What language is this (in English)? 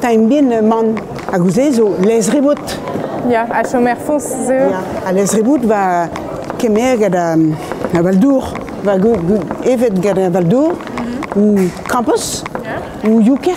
Breton